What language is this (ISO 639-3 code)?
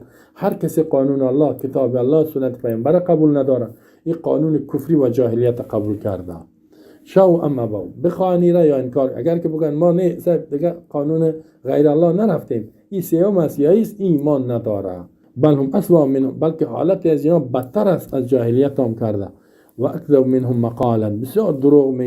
fas